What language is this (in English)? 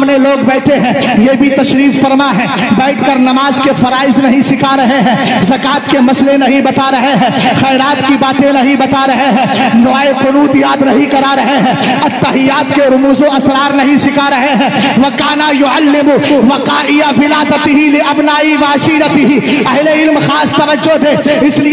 Urdu